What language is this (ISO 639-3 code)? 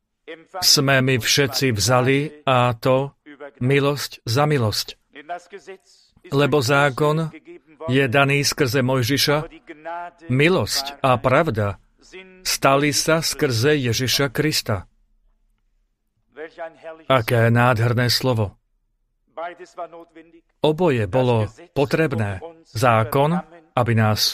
slk